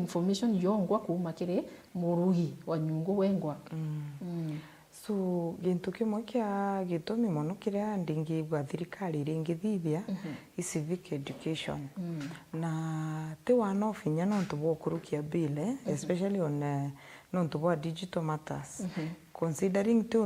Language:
Meru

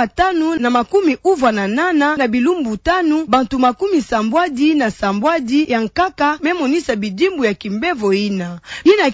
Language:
Kituba (Democratic Republic of Congo)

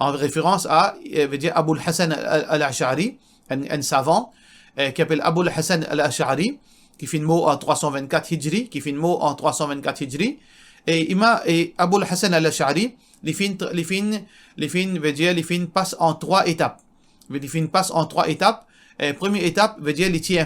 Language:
Morisyen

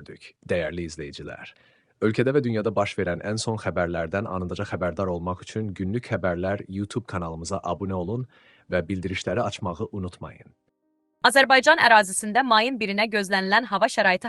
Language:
Azerbaijani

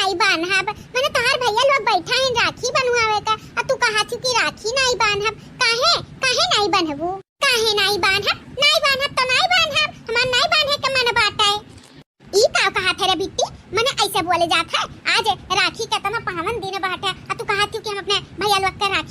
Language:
Awadhi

